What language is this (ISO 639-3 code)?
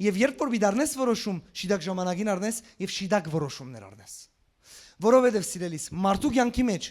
hyw